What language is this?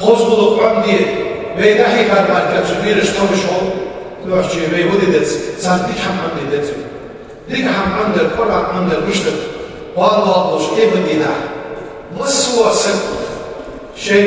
Ingush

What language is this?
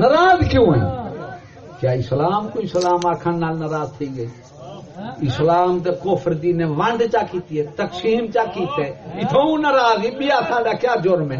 Saraiki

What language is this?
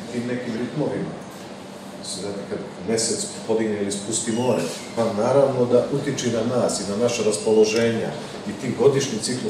Serbian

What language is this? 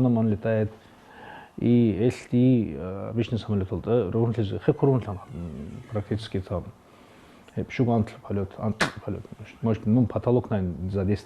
Avaric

